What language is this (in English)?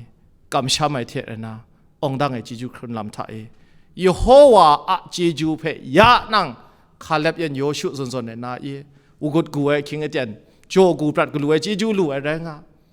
Kachin